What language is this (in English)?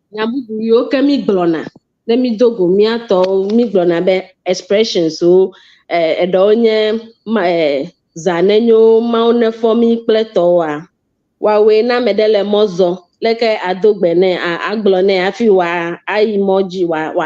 Ewe